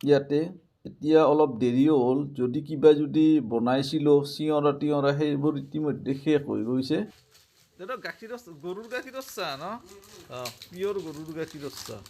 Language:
Assamese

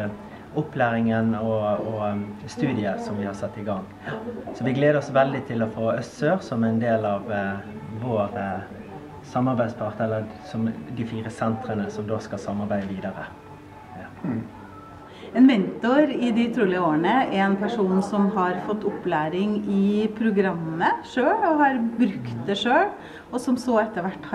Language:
Norwegian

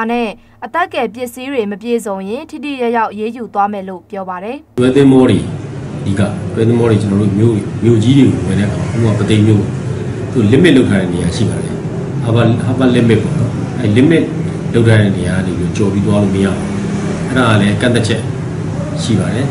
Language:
Burmese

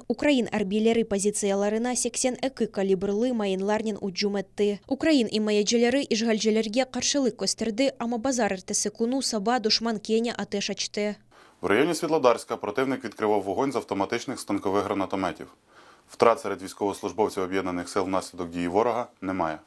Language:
Crimean Tatar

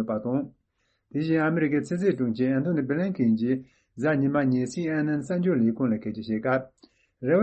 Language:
Tibetan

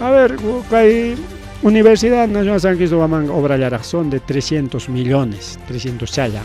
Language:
Ayacucho Quechua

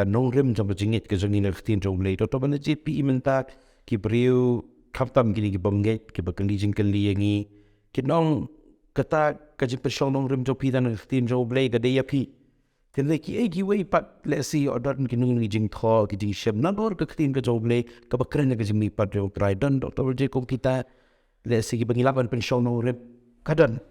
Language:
Khasi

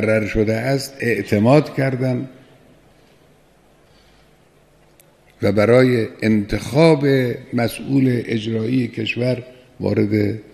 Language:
Persian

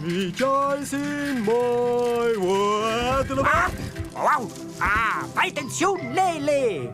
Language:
Romansh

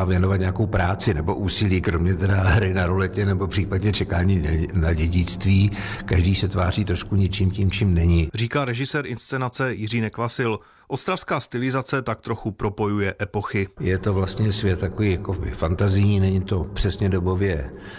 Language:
Czech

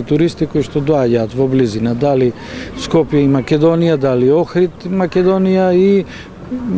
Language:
Macedonian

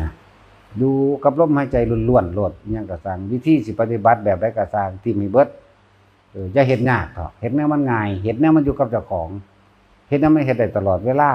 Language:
Northeastern Thai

